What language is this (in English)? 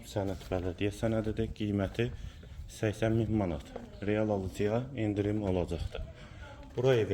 Azerbaijani